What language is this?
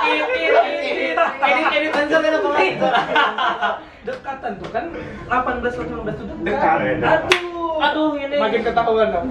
Banjar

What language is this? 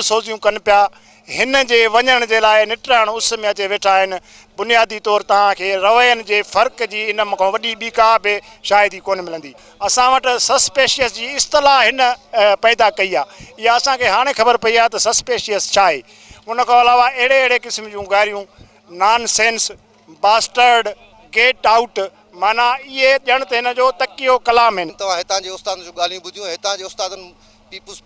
Sindhi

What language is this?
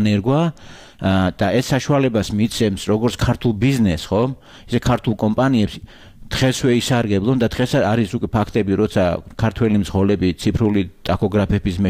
Georgian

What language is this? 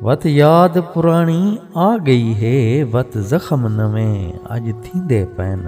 Saraiki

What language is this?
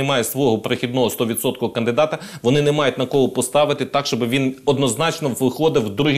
Ukrainian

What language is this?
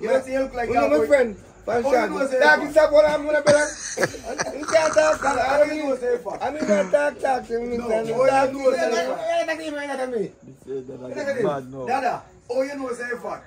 Jamaican Creole English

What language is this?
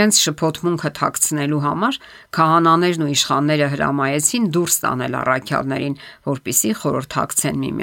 Armenian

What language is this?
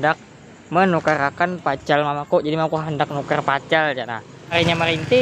Banjar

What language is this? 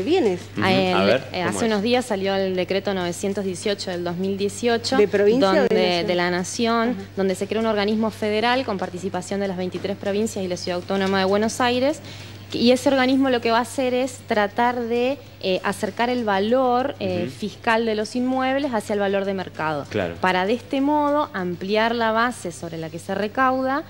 Spanish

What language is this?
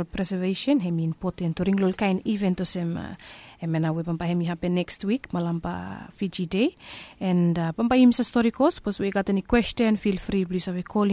Bislama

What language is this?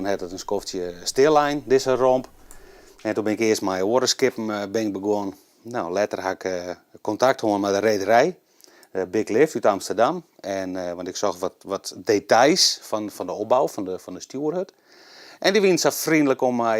Western Frisian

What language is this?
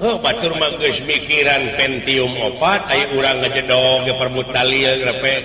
Sundanese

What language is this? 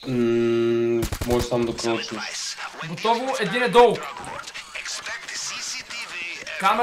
Bulgarian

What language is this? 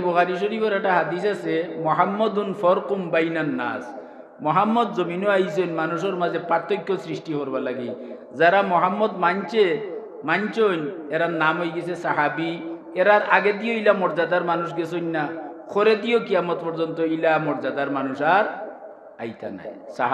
Sylheti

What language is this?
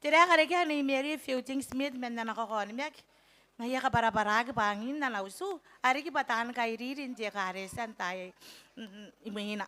Gilbertese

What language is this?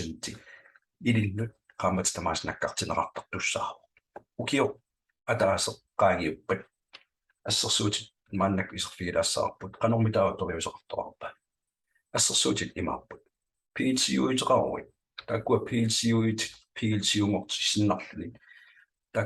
Kalaallisut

